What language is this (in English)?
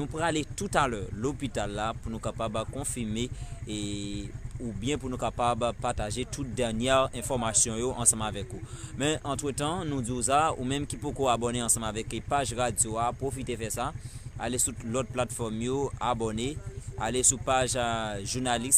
Haitian Creole